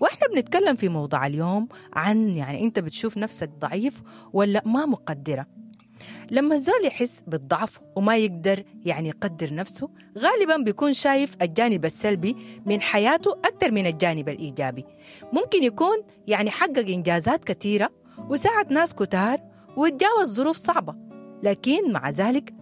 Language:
Sudanese Arabic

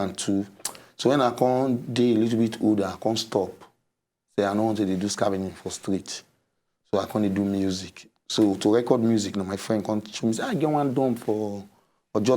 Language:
Nigerian Pidgin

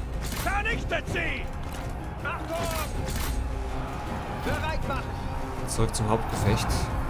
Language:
German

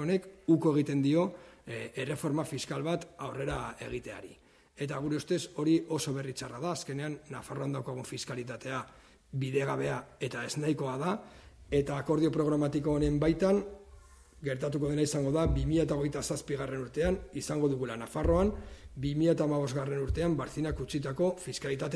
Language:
Basque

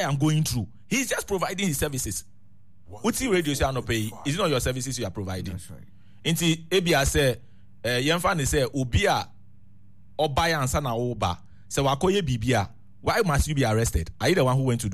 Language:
Akan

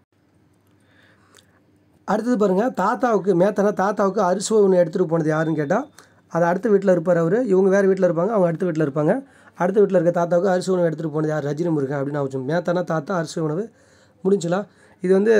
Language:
Tamil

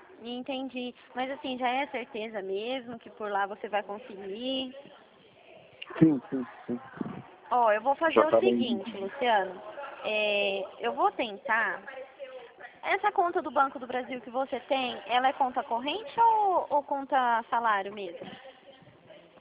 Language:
Portuguese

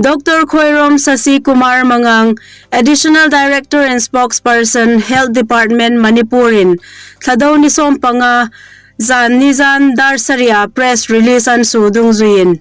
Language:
Hmar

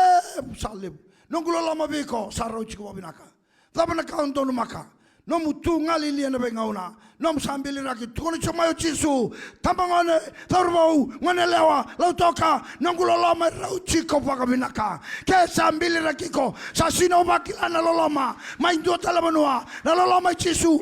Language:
Fijian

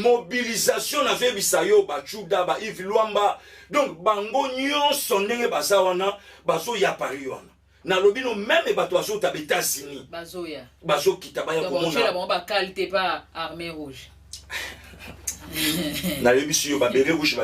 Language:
Lingala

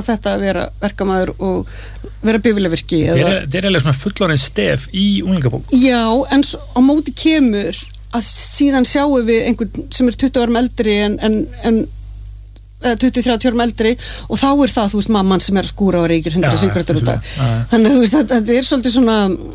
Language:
Icelandic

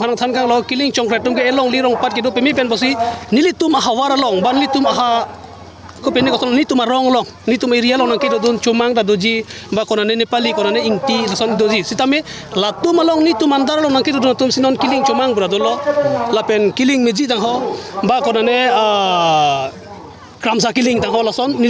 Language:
Karbi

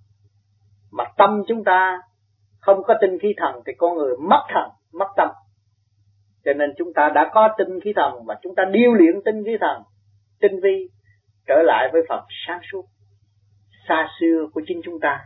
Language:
Vietnamese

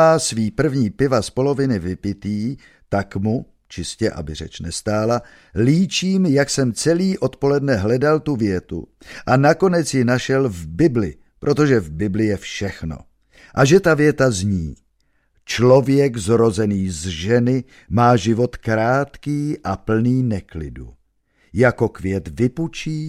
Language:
Czech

